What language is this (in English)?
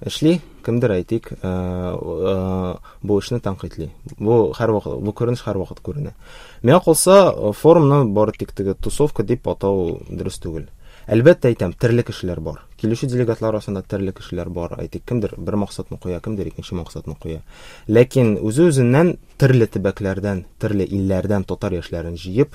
Tatar